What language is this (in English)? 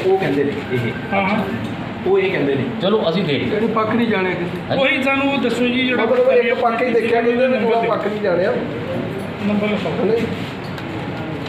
Punjabi